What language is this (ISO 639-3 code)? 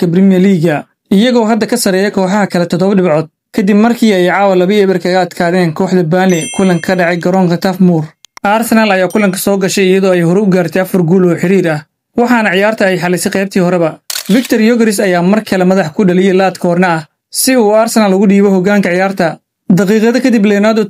som